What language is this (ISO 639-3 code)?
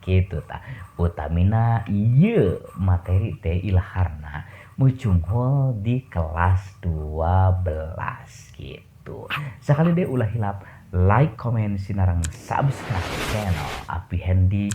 sun